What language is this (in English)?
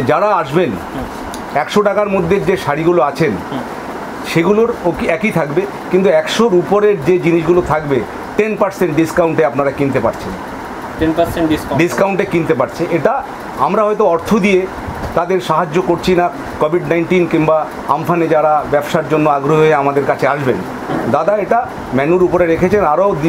Bangla